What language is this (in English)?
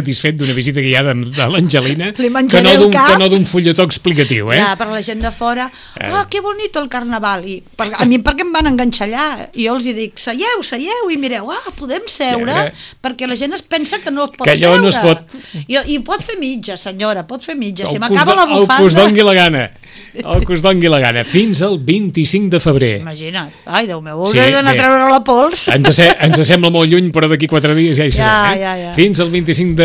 Catalan